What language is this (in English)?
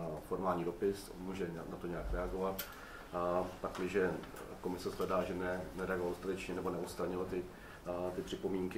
Czech